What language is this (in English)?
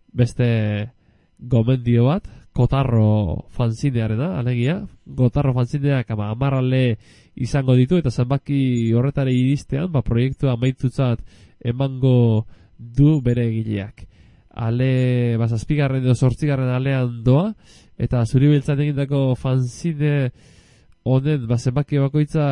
Basque